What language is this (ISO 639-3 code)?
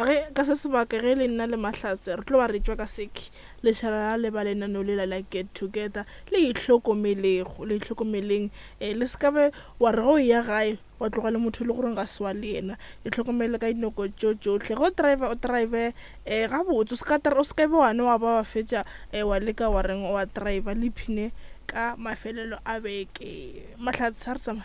nso